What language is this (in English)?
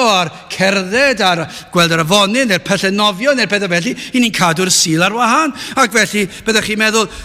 Welsh